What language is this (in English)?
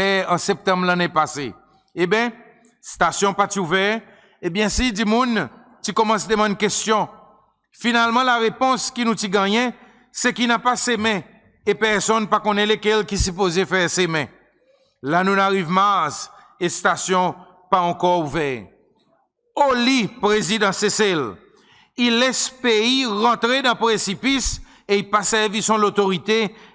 Seselwa Creole French